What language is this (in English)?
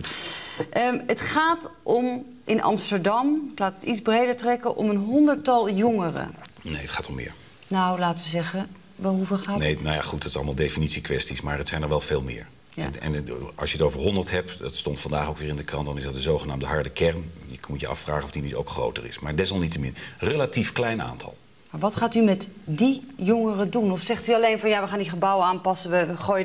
Dutch